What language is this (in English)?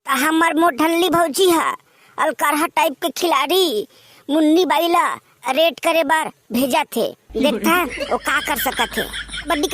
Chhattisgarhi